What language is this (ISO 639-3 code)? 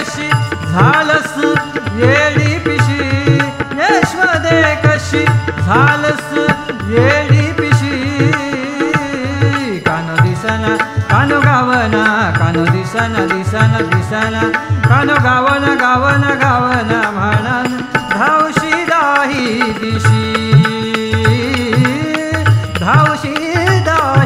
mar